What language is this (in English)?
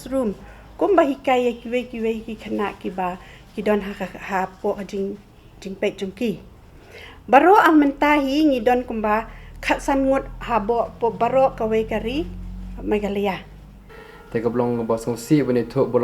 Khasi